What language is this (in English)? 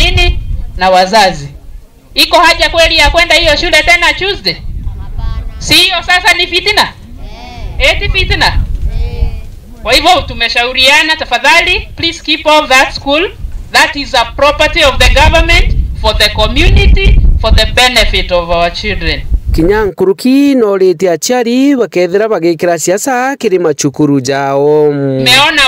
Meru